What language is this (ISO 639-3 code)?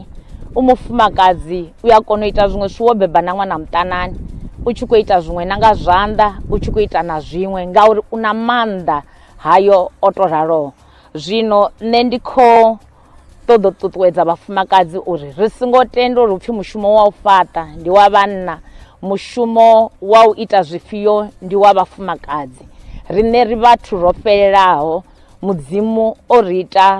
ven